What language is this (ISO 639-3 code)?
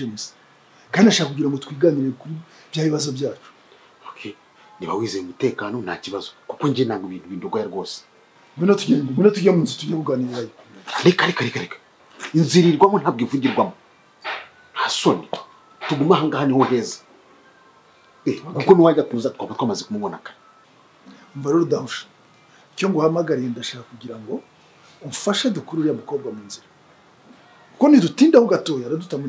kin